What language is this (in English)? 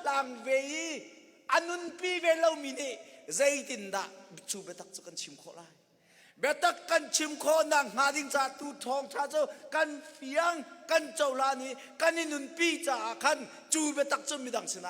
Hakha Chin